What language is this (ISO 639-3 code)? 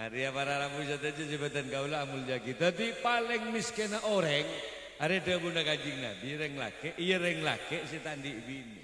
mad